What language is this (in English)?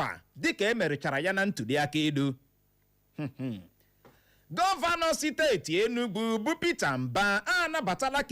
Igbo